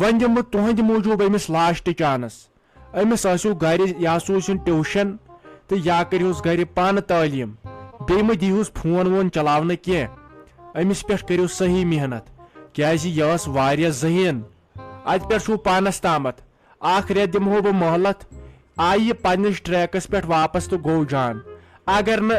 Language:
Kashmiri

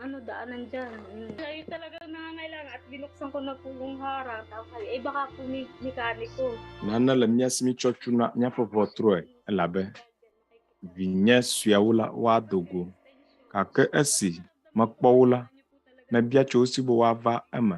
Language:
Ewe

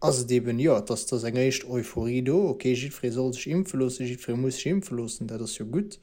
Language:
Luxembourgish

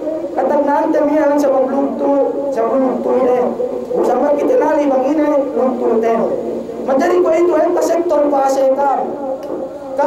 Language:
Yakan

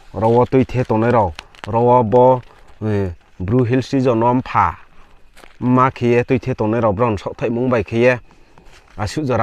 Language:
Riang (India)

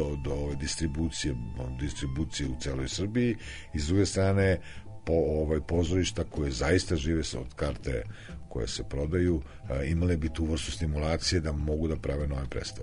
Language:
Serbian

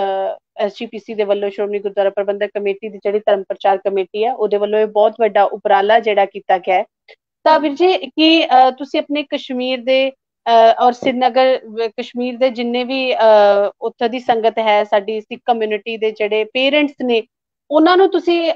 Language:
Punjabi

